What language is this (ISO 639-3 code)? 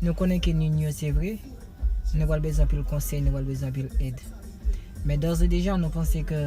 hat